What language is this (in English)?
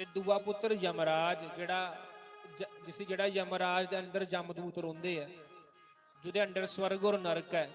Dogri